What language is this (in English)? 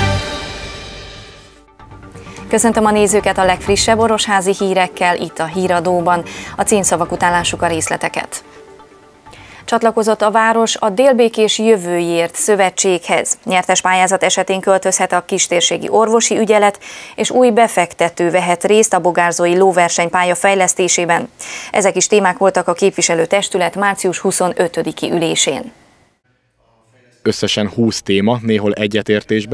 Hungarian